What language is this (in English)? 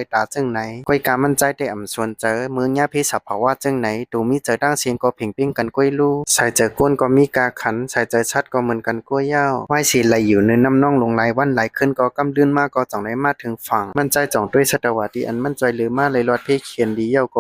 Shan